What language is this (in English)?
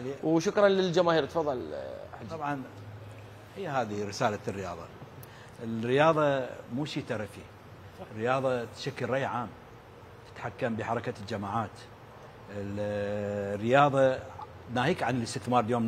Mesopotamian Arabic